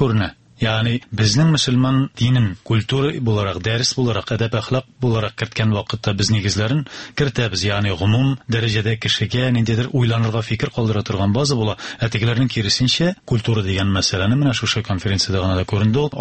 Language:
Tatar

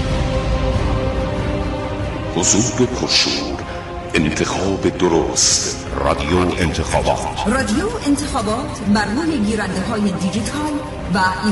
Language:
Persian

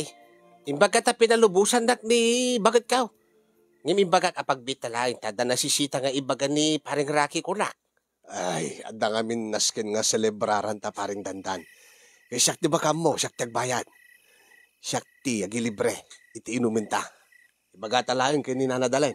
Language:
Iloko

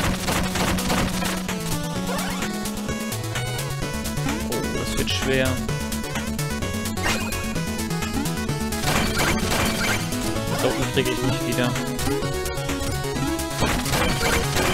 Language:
German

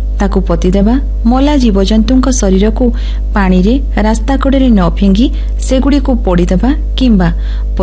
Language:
Odia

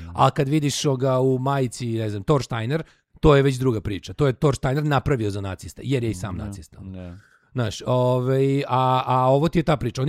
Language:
Serbian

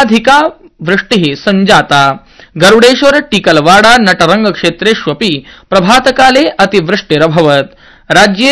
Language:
Sanskrit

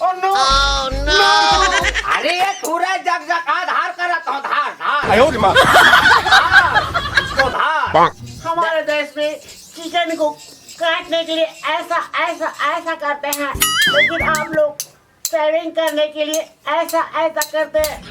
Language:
Chhattisgarhi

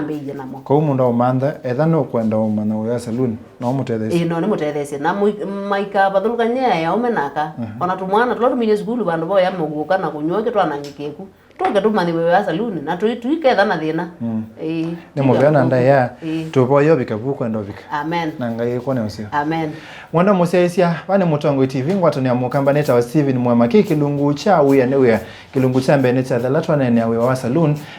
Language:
Kamba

